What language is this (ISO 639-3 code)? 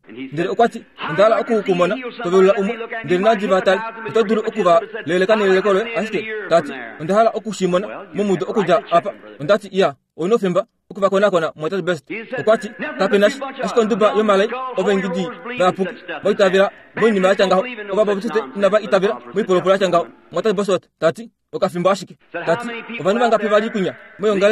kua